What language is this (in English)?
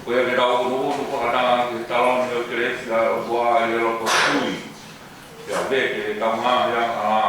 Tongan